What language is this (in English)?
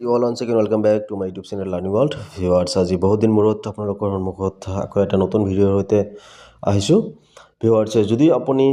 Assamese